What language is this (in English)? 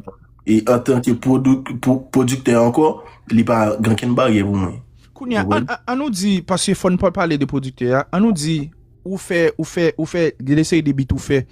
Haitian Creole